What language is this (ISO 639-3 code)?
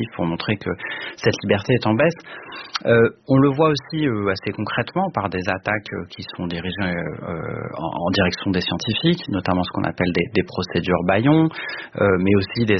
fra